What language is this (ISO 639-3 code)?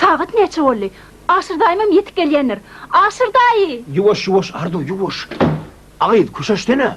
tuk